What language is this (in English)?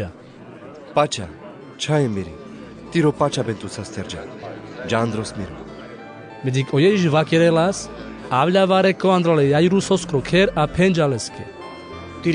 Carpathian Romani